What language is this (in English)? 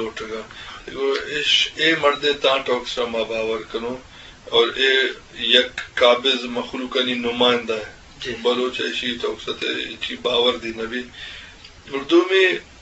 Eastern Balochi